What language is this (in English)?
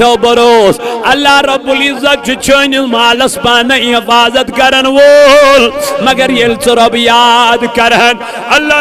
Kashmiri